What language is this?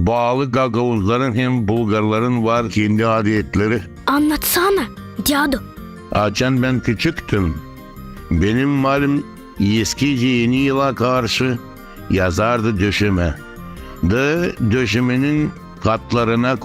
Gagauz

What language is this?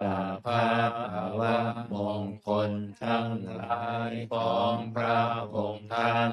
Pali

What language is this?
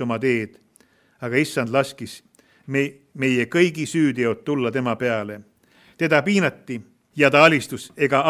Estonian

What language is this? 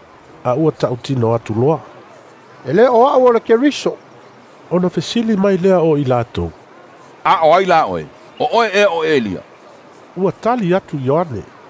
Samoan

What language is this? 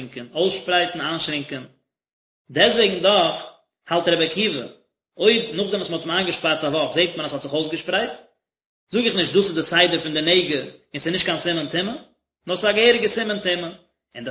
Yiddish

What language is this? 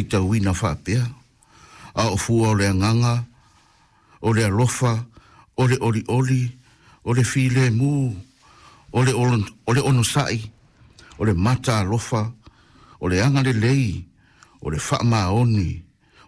Samoan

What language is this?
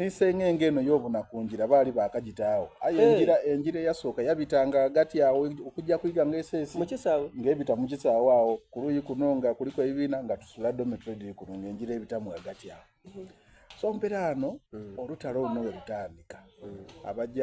Soga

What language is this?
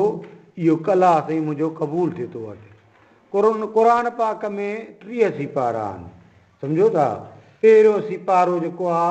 Sindhi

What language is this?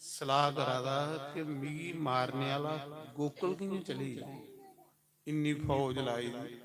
Dogri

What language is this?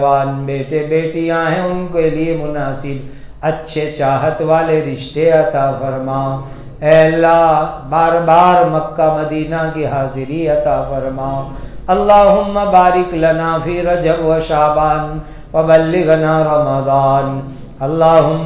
Urdu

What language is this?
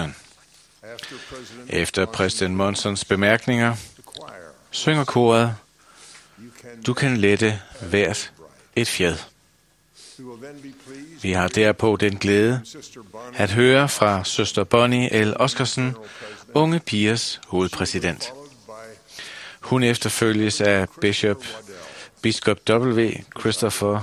Danish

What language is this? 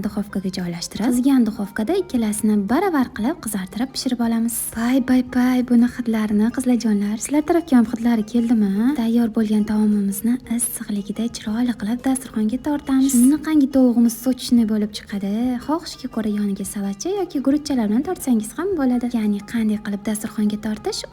Uzbek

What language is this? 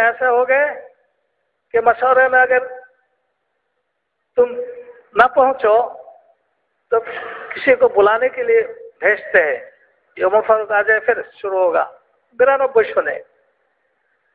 Bangla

